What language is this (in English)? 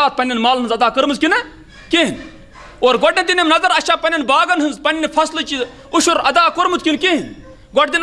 Kashmiri